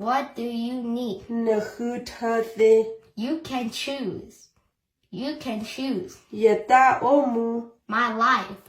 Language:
S'gaw Karen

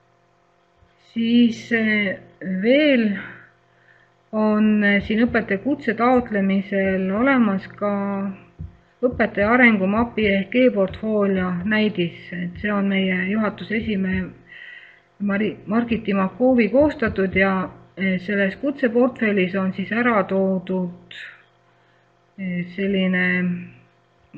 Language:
Estonian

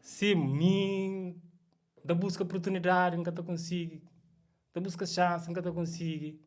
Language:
Kabuverdianu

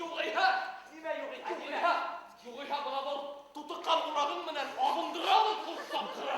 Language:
Bashkir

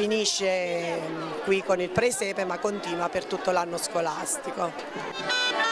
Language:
Italian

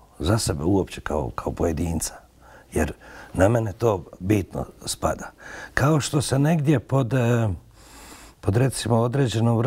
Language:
Bosnian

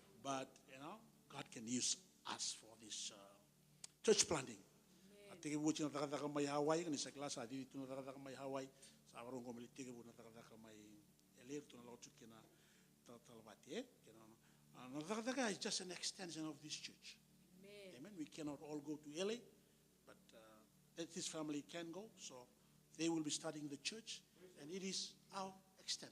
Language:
Fijian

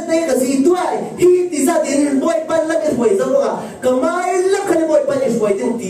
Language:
Falam Chin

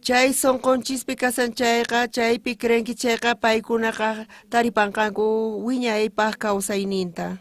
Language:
South Bolivian Quechua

